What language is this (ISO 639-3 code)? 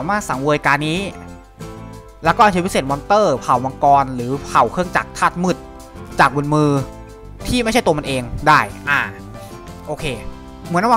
tha